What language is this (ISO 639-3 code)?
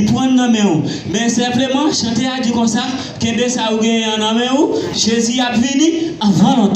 hat